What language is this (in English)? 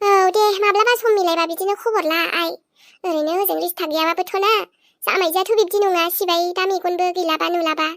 Bodo